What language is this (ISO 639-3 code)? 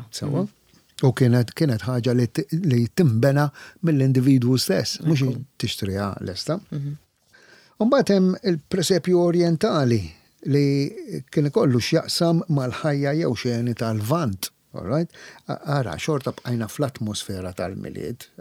mlt